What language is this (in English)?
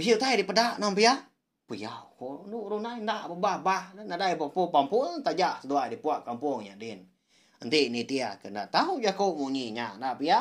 Iban